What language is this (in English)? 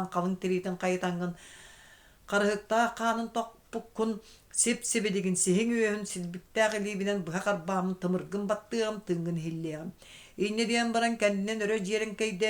Yakut